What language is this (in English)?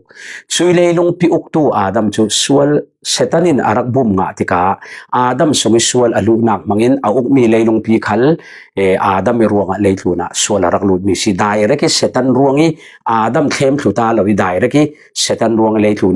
Falam Chin